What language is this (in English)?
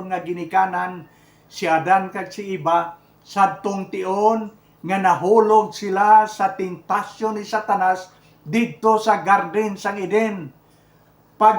Hiligaynon